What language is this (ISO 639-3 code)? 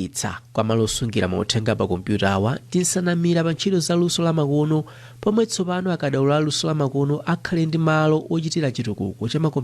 nya